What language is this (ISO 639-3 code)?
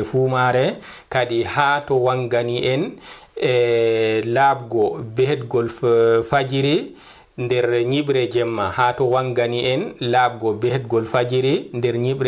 ful